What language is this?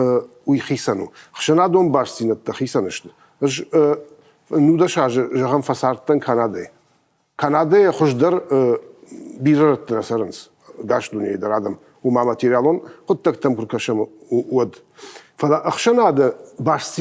Ossetic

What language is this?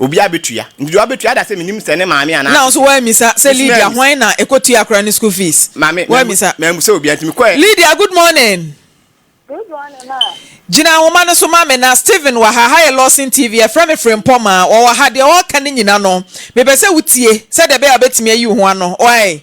Akan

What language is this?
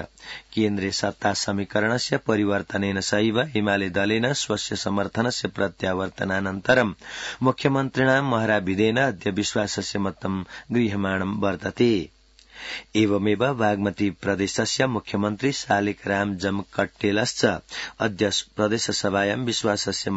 Sanskrit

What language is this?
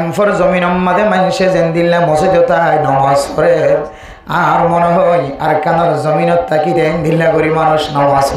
Rohingya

